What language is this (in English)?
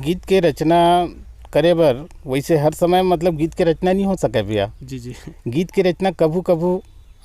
Chhattisgarhi